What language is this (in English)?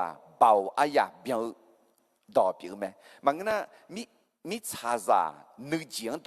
Akha